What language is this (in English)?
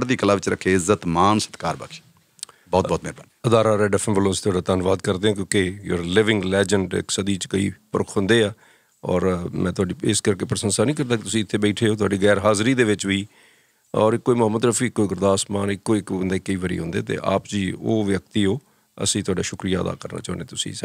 Punjabi